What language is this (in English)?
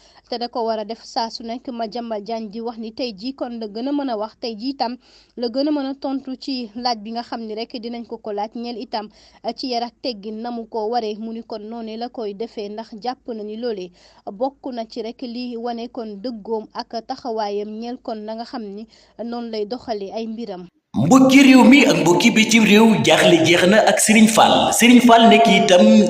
Wolof